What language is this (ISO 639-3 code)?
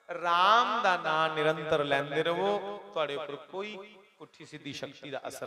doi